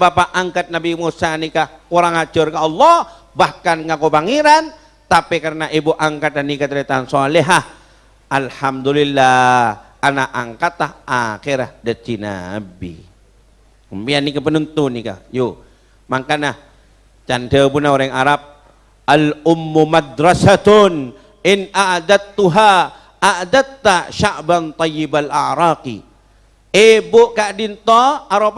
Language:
Madurese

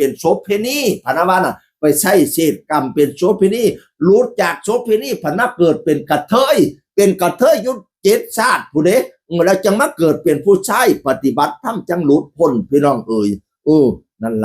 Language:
Northeastern Thai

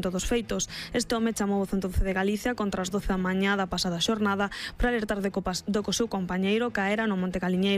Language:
Galician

